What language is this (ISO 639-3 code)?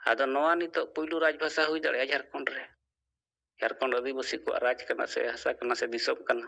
sat